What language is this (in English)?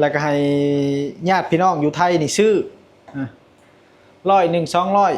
Lao